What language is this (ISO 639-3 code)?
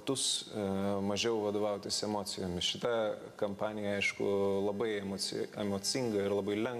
lit